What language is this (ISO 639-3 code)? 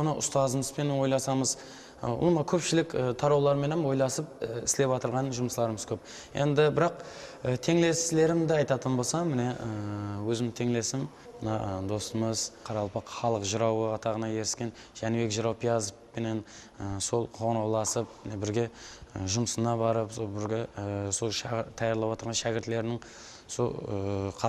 kaa